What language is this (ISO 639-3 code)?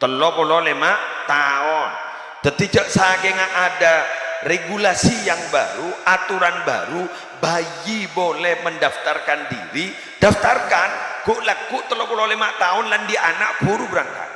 mad